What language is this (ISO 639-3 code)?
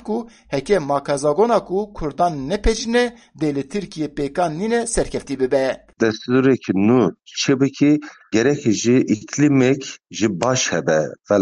kur